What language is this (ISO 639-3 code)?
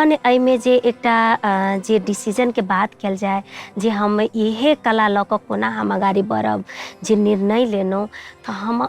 mai